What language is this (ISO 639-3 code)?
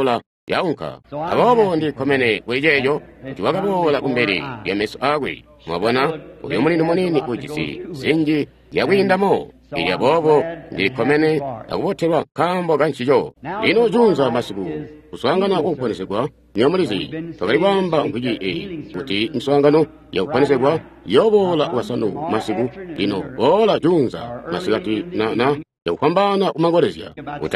toi